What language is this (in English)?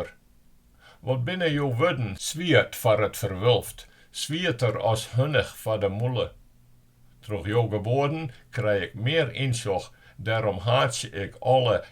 Western Frisian